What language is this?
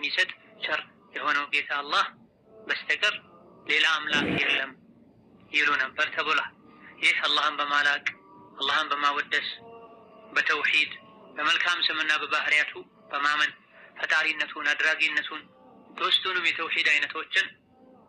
Amharic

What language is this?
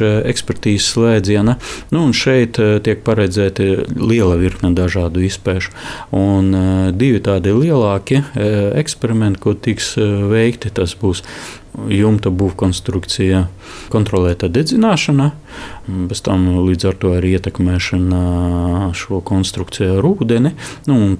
Latvian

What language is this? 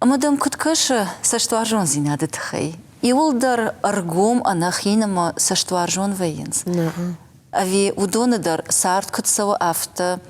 Ossetic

